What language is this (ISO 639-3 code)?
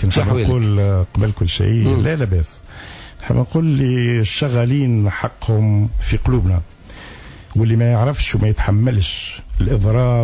aeb